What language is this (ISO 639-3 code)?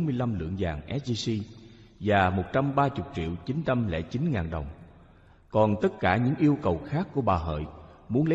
vie